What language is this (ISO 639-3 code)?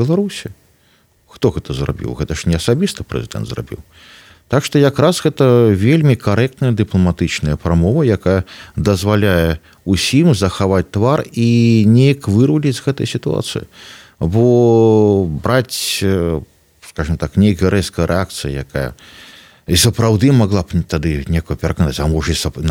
bel